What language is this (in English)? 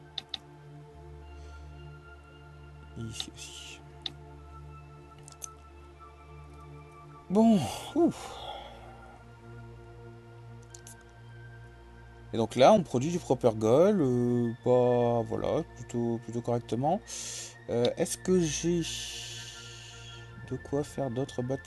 French